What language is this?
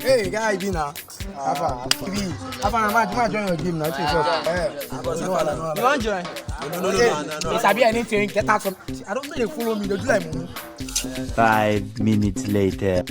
Nigerian Pidgin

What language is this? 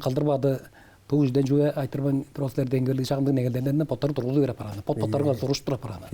Tuvinian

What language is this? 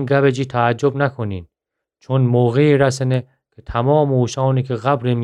Gilaki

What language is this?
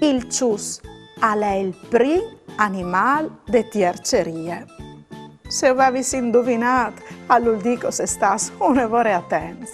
Friulian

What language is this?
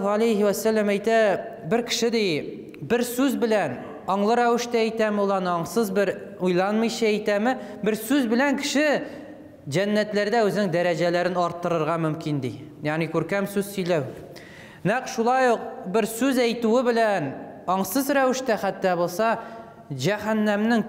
Tatar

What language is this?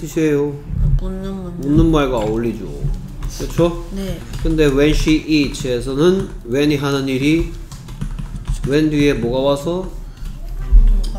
Korean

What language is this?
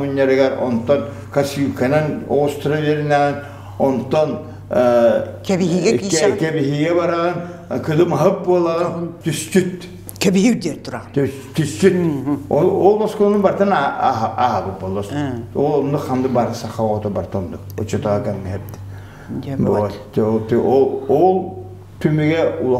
Yakut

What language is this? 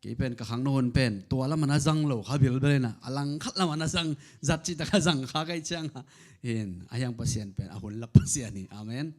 Tedim Chin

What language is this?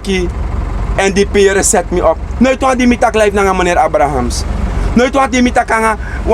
Sranan Tongo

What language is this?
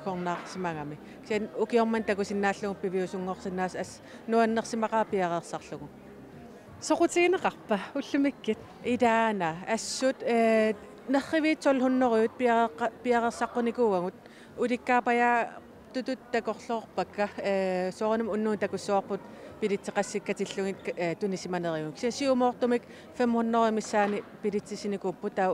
Kalaallisut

